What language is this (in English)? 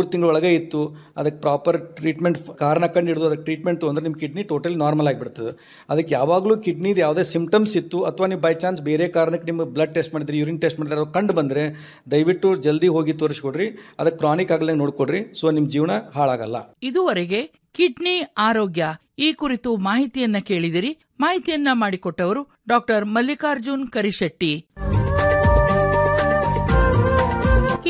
Kannada